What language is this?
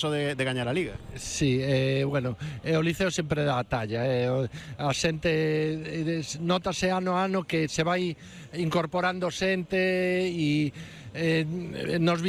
Galician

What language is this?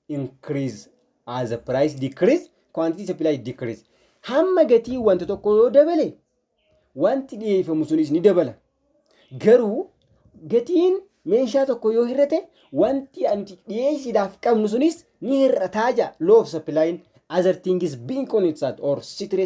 Oromo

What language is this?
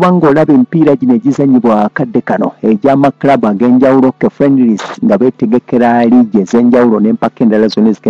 Ganda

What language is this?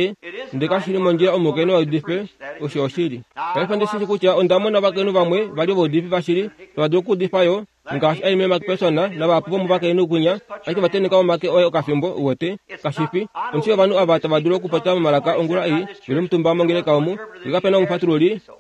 Kuanyama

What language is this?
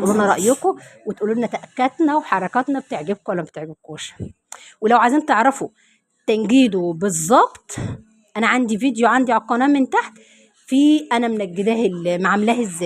Egyptian Arabic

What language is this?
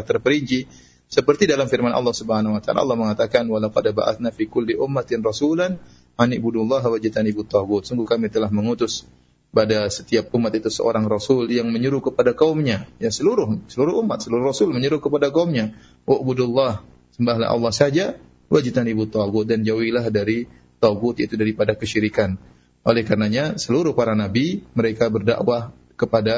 Indonesian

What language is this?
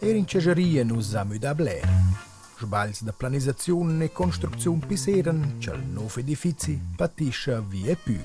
Romansh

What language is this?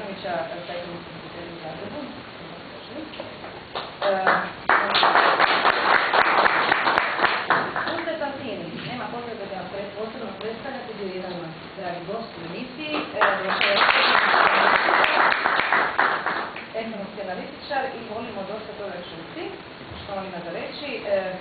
Croatian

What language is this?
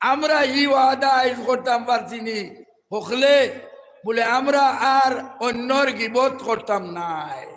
Sylheti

